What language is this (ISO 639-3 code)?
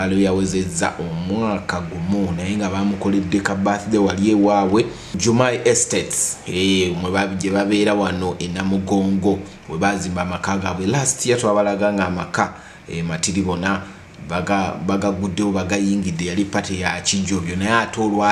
lug